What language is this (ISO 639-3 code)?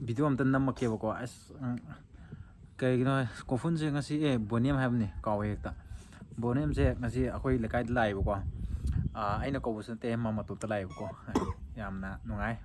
mni